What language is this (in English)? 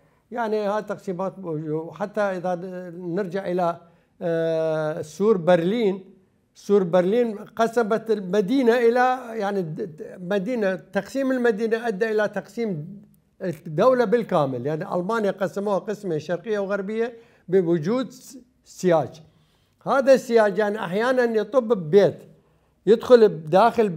Mesopotamian Arabic